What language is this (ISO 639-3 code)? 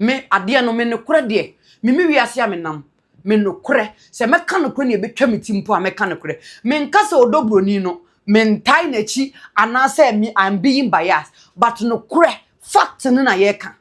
aka